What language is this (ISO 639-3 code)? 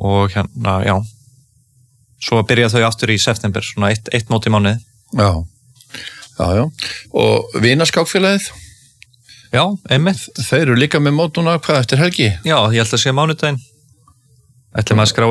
isl